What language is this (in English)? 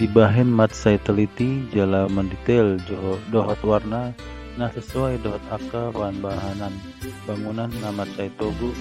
Batak Toba